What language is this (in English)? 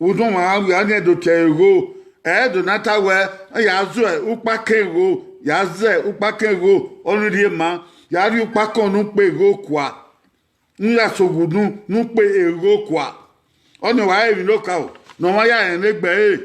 Bini